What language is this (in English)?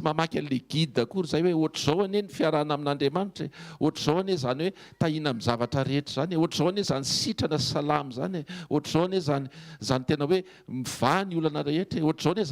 Malagasy